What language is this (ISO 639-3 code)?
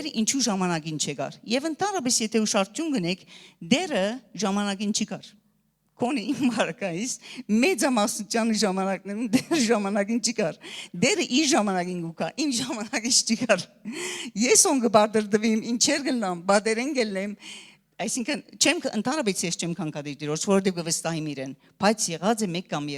hyw